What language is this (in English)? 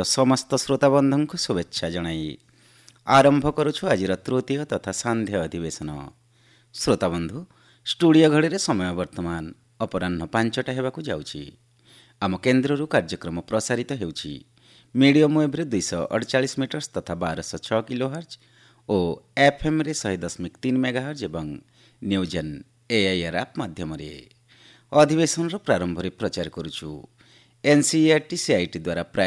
Odia